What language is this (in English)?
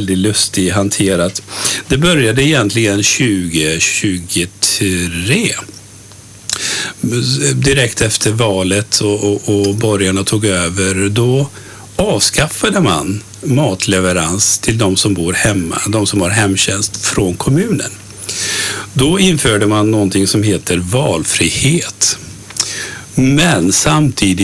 Swedish